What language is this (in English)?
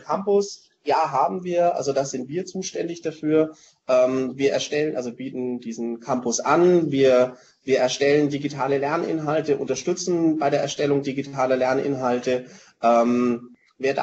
German